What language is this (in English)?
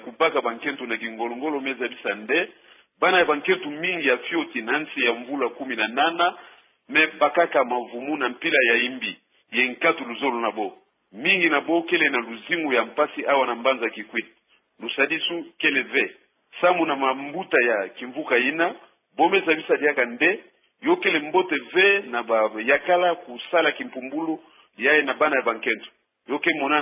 Kituba (Democratic Republic of Congo)